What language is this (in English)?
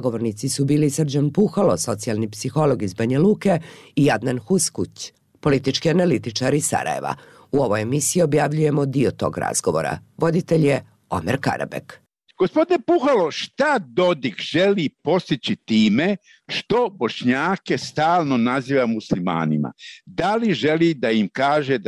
Bosnian